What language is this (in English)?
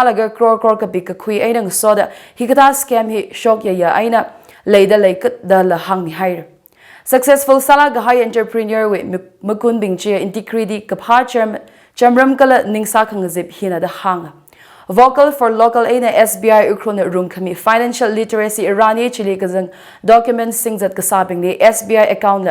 Tangkhul Naga (India)